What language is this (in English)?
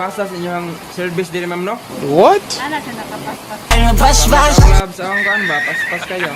Cebuano